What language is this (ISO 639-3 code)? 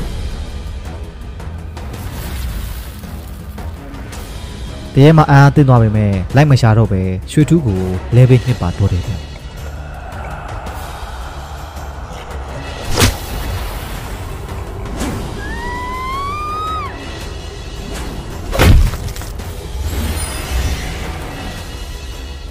mya